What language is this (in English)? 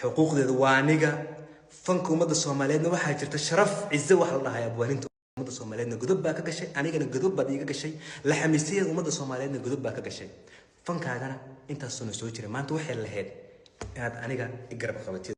Somali